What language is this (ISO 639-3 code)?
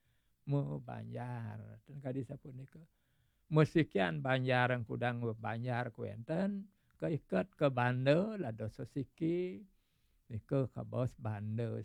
ban